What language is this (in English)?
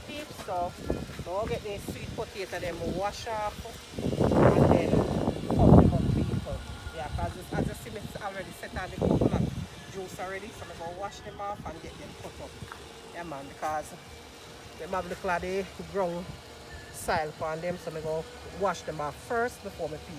Jamaican Creole English